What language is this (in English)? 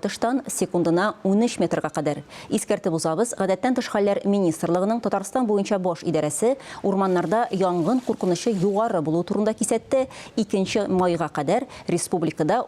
Tatar